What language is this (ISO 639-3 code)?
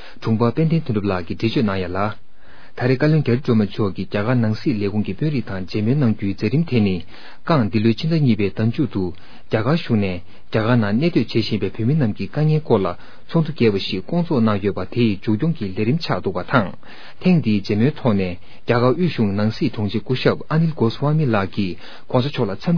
bod